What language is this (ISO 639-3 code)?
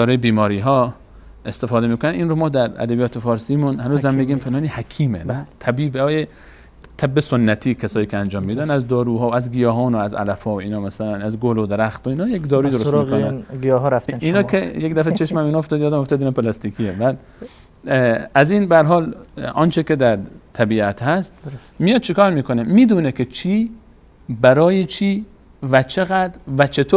fas